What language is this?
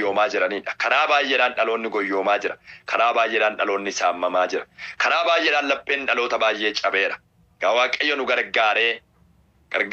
Oromo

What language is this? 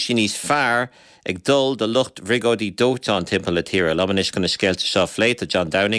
Irish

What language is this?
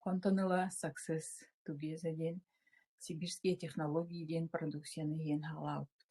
Yakut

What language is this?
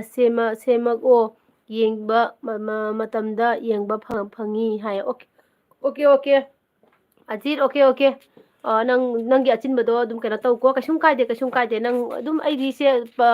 Manipuri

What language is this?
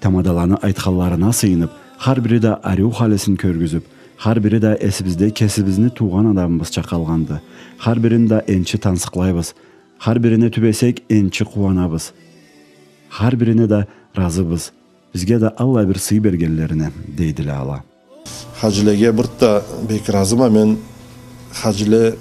Karachay-Balkar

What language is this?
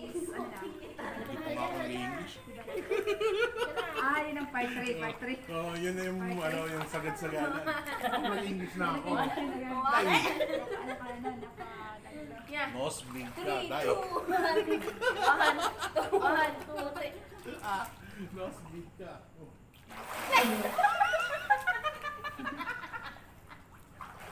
Filipino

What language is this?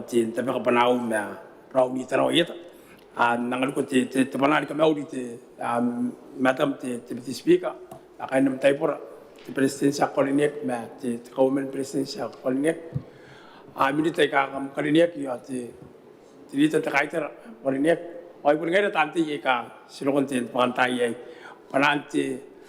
Gilbertese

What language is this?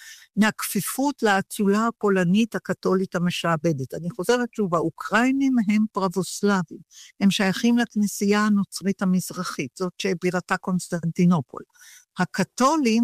Hebrew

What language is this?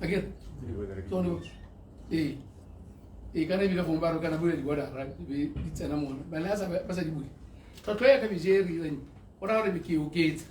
Tswana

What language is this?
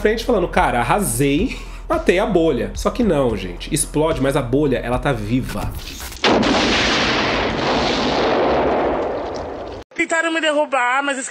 Portuguese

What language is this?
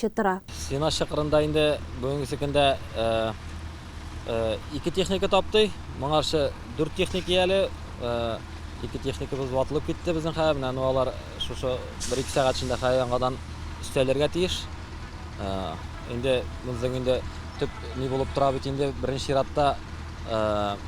Tatar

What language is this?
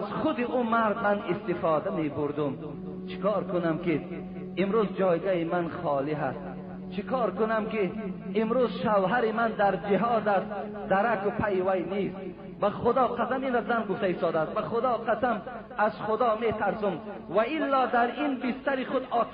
Tajik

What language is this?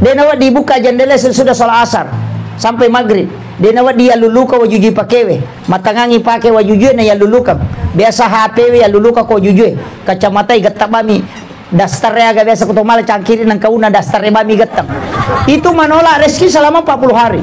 Buginese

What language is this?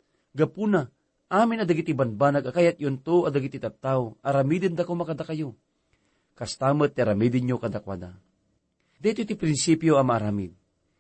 Iloko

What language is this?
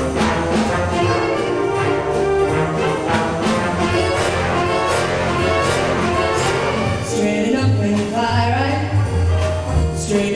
Estonian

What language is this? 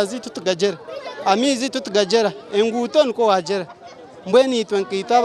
Nyankole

